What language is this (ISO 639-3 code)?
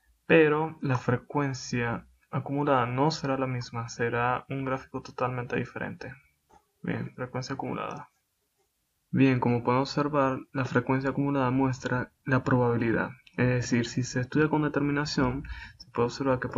spa